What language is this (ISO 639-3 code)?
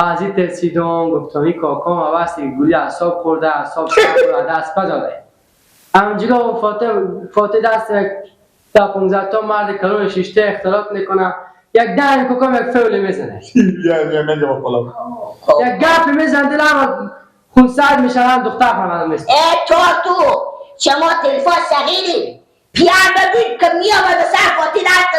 fas